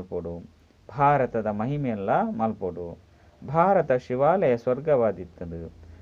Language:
Tulu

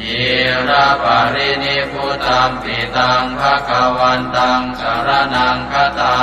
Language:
Pali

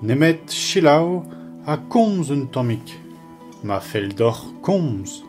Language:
Breton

